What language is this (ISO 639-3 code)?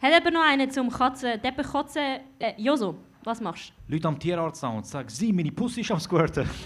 gsw